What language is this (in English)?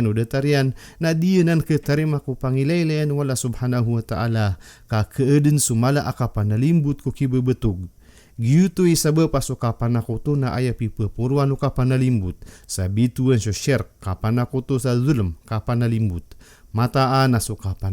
Maranao